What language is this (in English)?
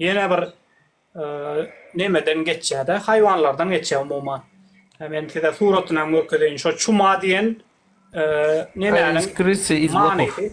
Turkmen